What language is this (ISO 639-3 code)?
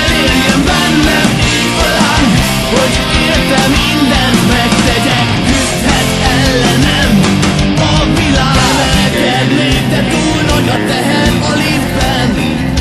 hun